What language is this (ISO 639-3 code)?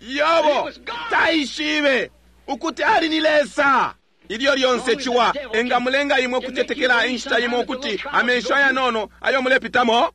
bem